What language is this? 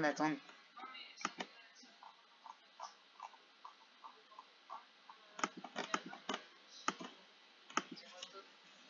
French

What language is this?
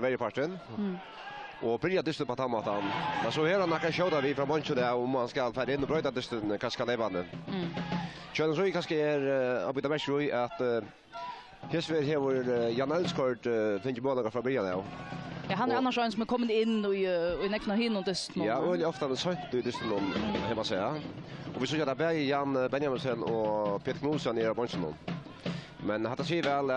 Faroese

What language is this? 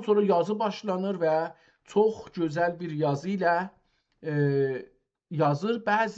South Azerbaijani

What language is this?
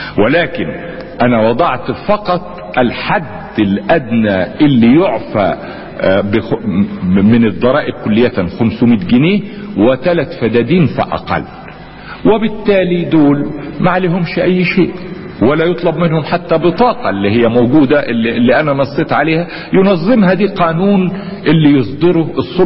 Egyptian Arabic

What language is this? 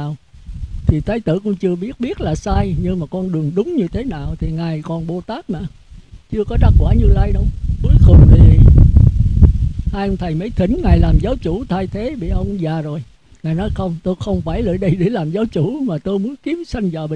Vietnamese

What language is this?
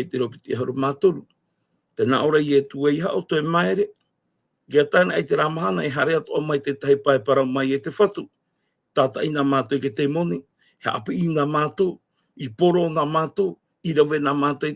Tahitian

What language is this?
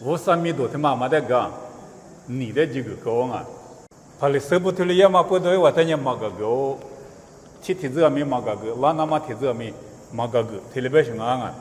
Lisu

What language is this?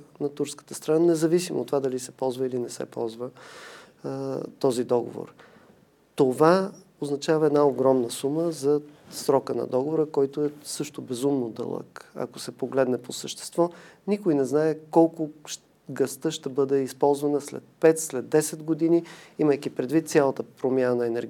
Bulgarian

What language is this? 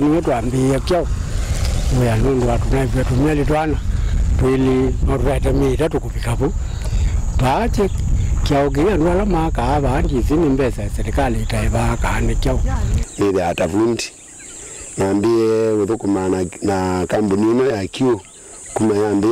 Kamba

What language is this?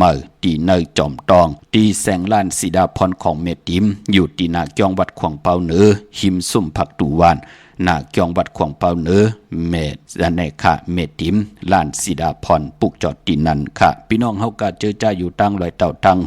Shan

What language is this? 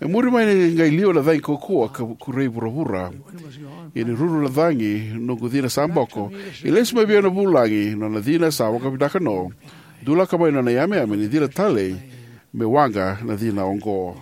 Fijian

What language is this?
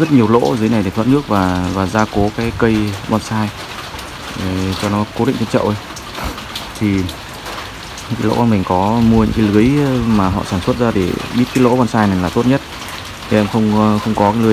Vietnamese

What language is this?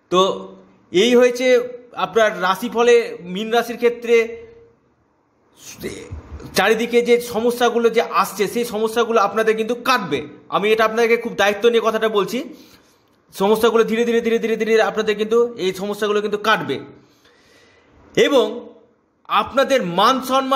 Bangla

